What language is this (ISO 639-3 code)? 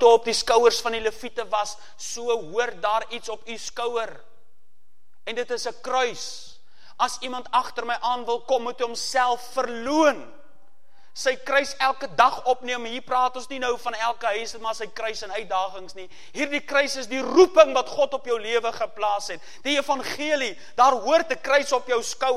afr